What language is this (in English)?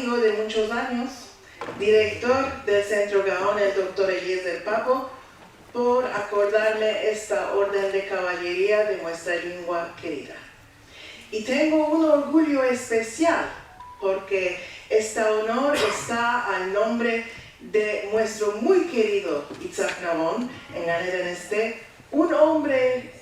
Ladino